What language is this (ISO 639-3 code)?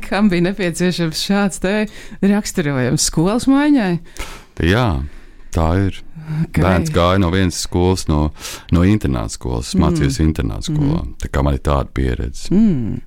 lav